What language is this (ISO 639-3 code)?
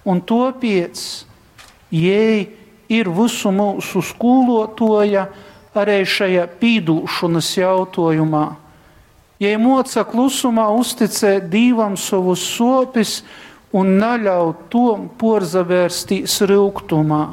ltg